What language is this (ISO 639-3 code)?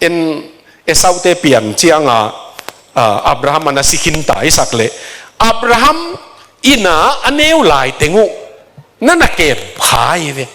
ctd